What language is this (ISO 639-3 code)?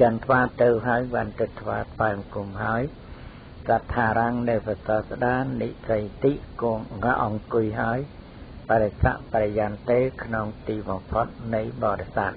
khm